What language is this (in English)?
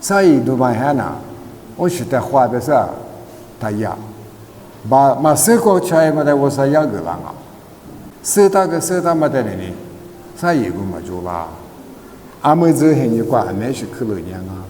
Lisu